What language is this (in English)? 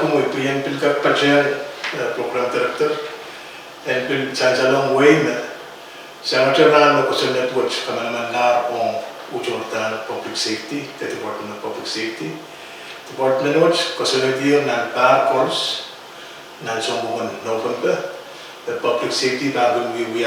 Pohnpeian